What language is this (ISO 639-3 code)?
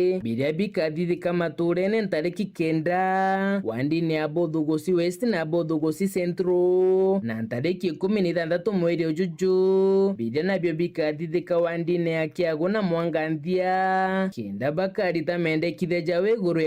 mer